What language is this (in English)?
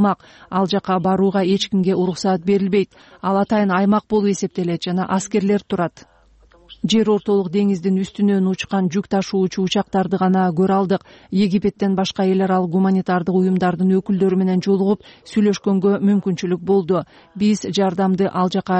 Kyrgyz